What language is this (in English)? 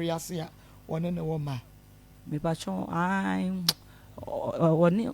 Akan